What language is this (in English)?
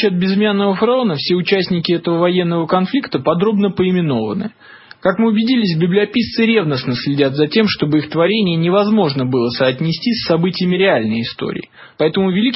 Russian